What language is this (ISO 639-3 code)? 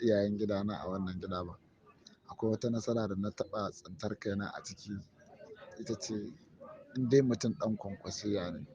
hau